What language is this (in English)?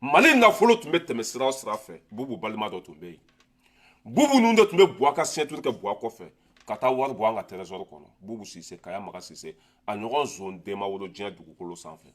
Bambara